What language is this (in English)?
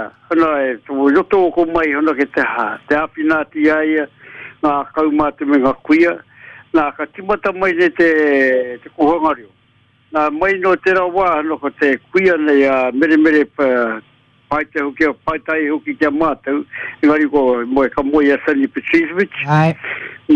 Māori